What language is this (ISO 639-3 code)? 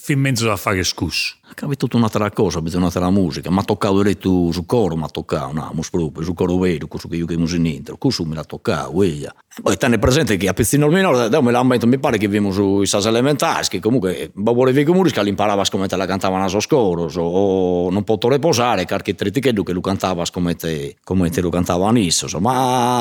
srd